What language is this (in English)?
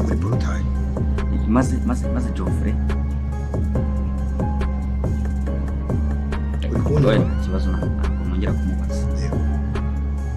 Kinyarwanda